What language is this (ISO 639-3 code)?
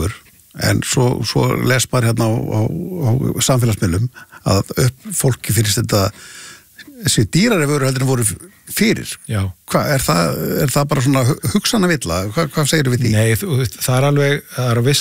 isl